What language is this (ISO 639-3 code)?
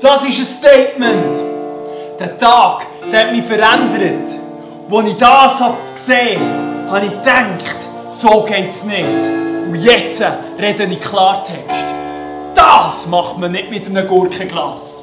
gsw